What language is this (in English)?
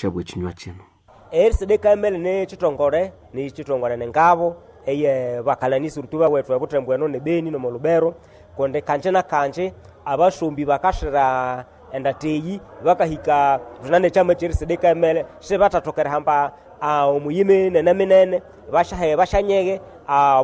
Nande